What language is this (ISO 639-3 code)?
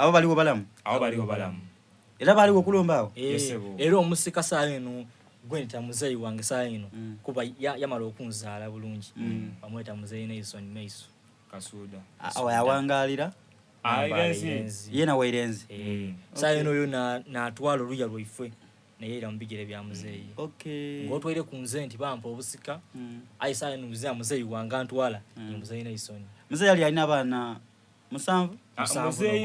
xog